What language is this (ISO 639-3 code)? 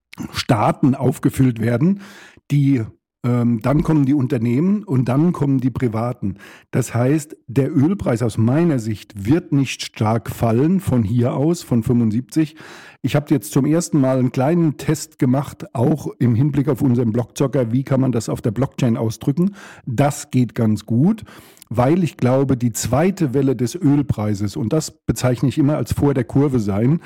deu